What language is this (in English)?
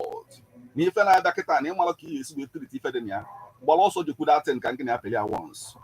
Igbo